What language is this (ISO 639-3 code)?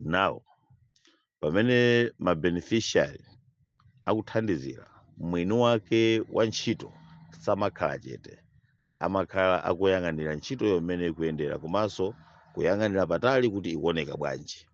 nya